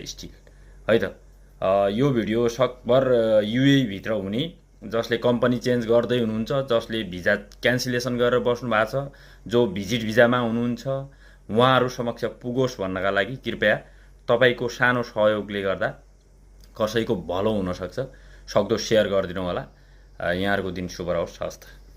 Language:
Nepali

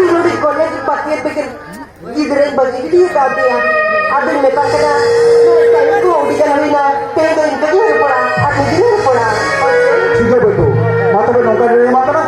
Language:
Santali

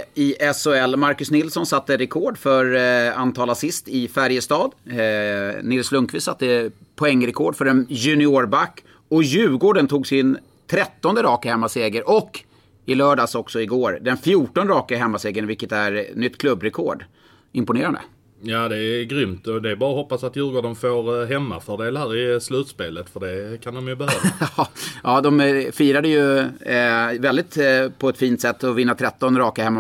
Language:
Swedish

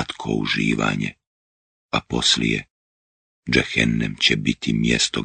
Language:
Bosnian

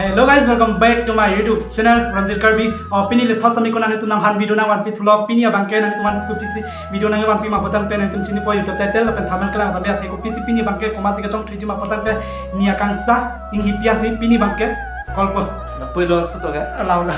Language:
Karbi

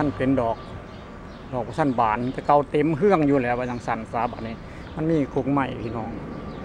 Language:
Northeastern Thai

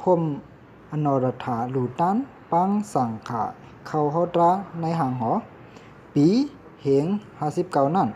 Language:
Shan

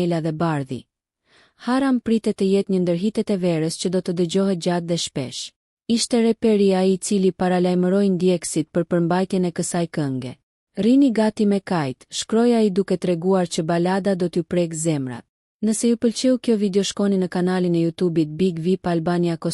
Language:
Albanian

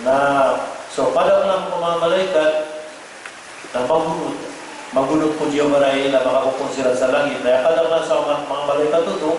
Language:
Maranao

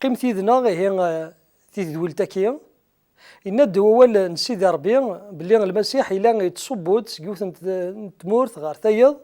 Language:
Kabyle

